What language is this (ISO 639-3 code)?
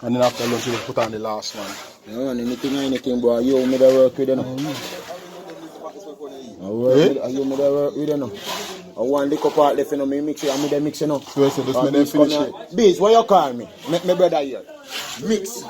jam